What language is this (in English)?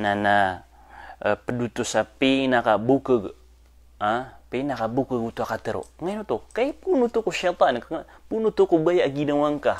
Maranao